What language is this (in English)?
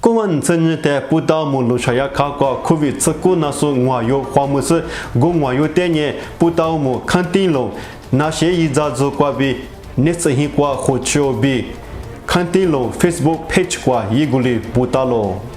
Lisu